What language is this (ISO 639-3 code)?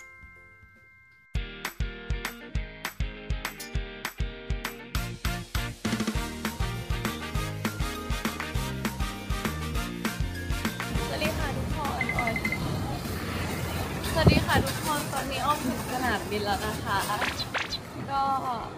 tha